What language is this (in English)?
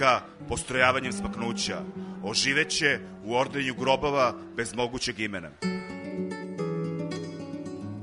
Serbian